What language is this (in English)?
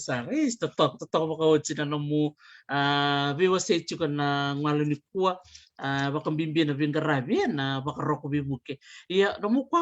Fijian